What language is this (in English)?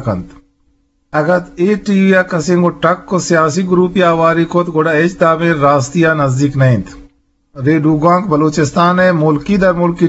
Eastern Balochi